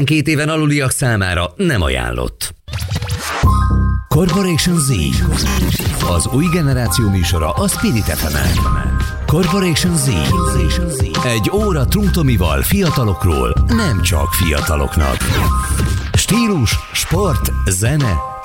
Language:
Hungarian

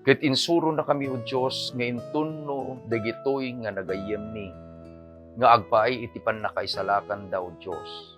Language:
Iloko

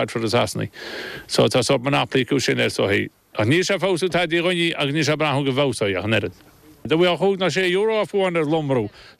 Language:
Irish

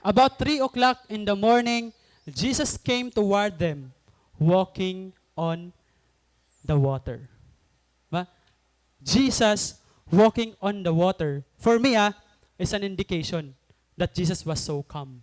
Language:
Waray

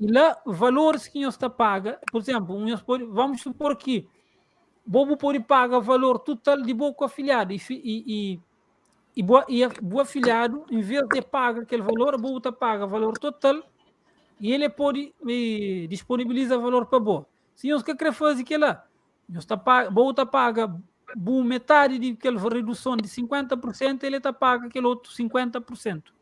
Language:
Kabuverdianu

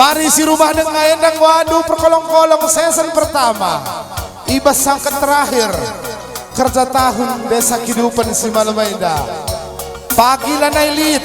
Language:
Batak Karo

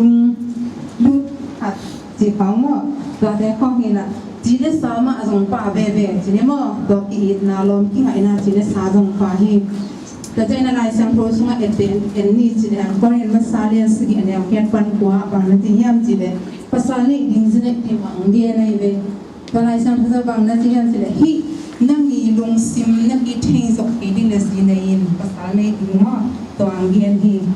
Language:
Tedim Chin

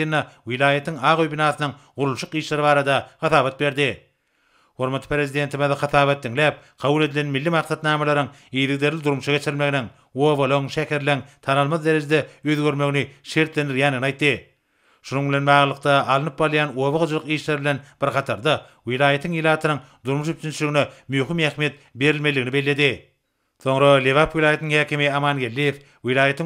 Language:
Turkmen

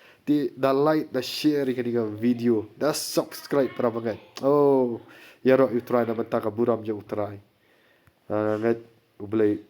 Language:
Khasi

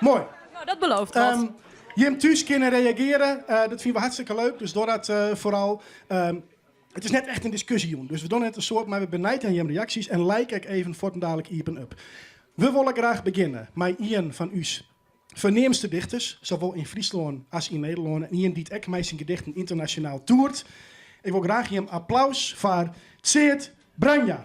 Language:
Western Frisian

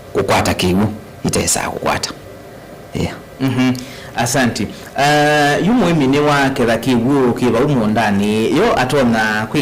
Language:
Kamba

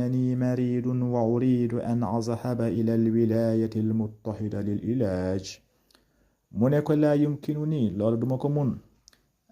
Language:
Wolof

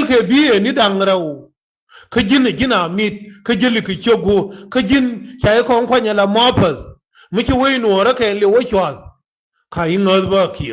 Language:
Nuer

